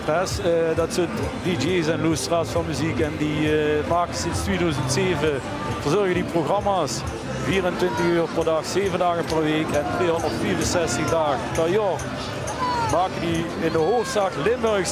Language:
Limburgish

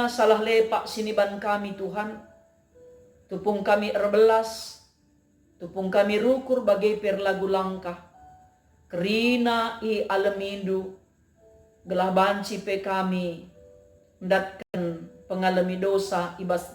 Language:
Batak Karo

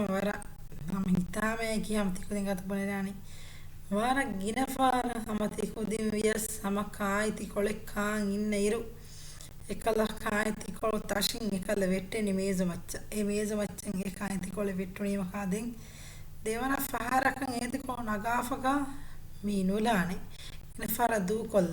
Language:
Divehi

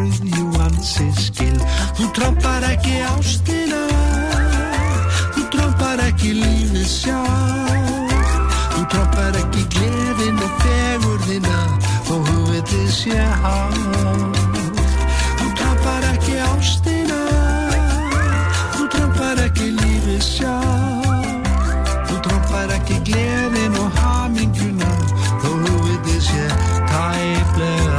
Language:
Icelandic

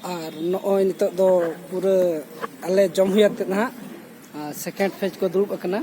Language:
Santali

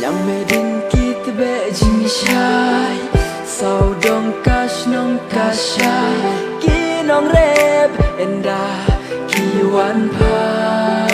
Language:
Khasi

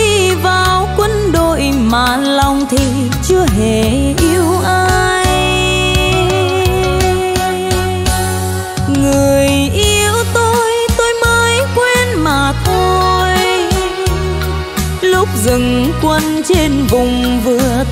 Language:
Vietnamese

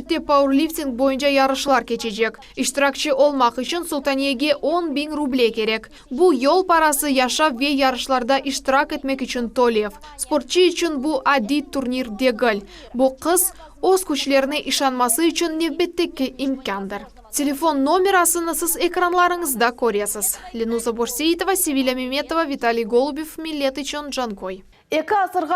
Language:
Crimean Tatar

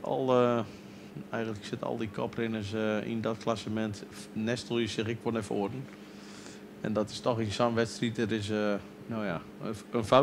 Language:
Western Frisian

